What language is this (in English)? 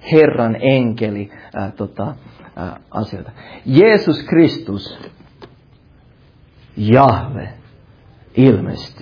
Finnish